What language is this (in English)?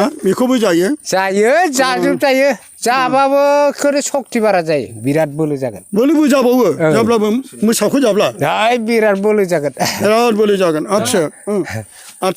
Bodo